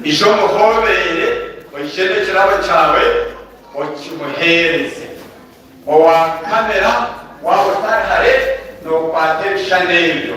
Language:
Nyankole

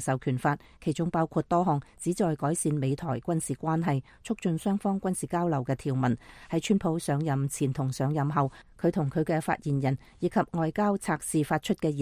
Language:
Cantonese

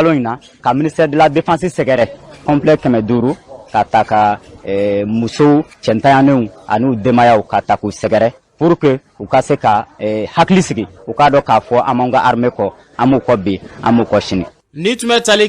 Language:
Bambara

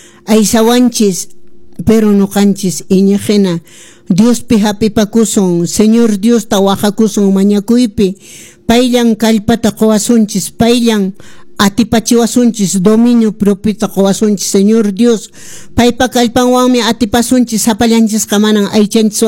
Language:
Quechua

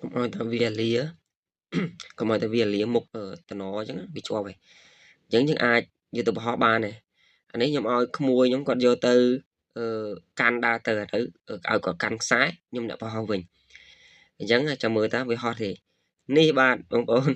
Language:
Khmer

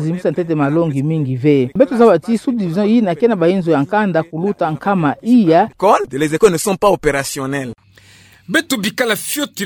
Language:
Kituba (Democratic Republic of Congo)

